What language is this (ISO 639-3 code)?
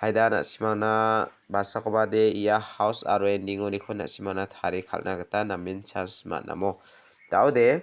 grt